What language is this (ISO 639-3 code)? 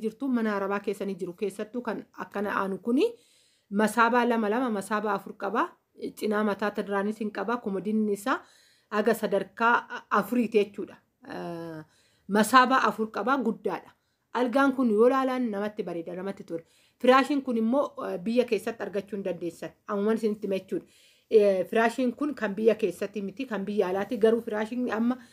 orm